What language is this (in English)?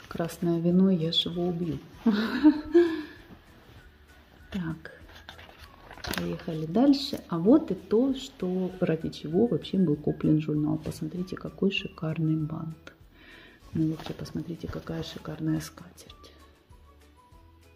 Russian